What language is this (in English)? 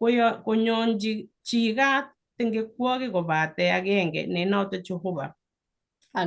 Kalenjin